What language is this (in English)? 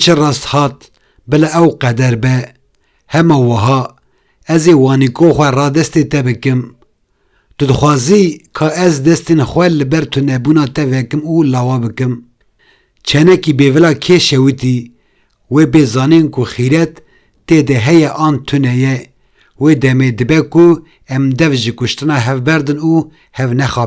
Kurdish